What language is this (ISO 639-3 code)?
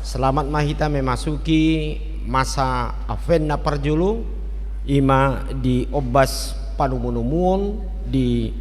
bbc